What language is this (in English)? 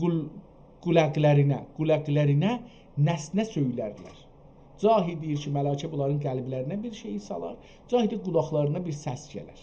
South Azerbaijani